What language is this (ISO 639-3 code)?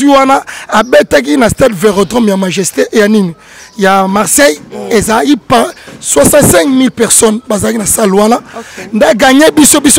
lin